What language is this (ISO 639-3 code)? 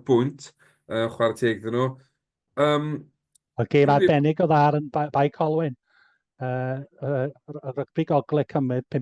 cym